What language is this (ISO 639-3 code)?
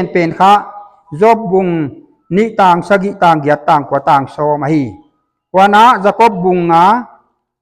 pck